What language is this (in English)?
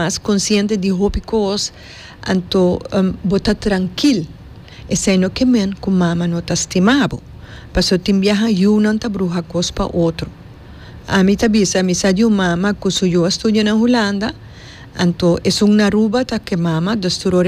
Papiamento